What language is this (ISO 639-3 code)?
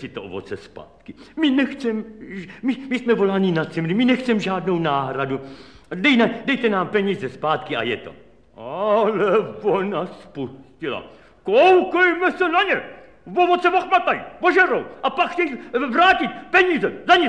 ces